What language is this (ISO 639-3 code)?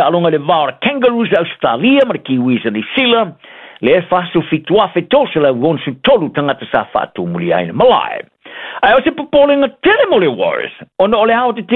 smo